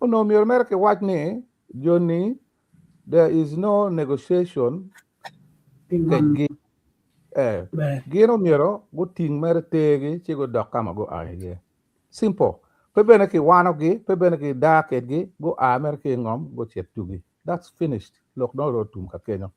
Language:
Acoli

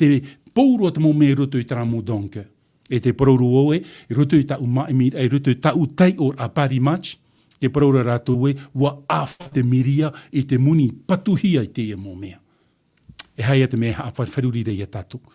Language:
Tahitian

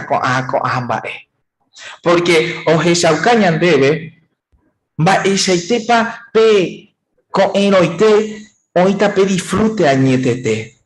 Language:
Guarani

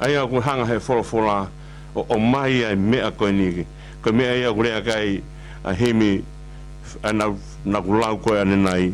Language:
Tongan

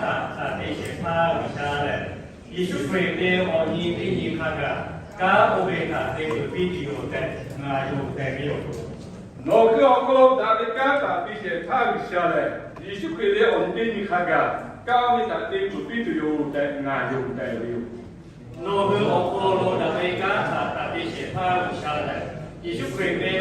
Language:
Lahu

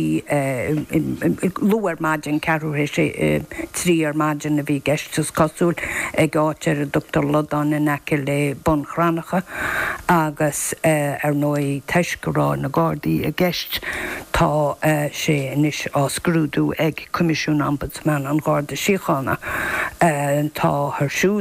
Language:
Irish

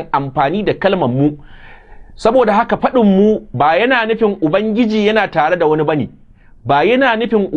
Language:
Hausa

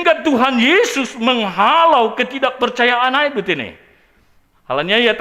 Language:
Batak Simalungun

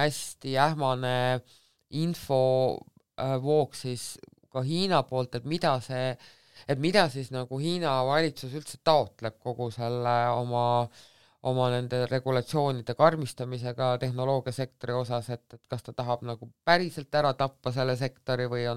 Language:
Estonian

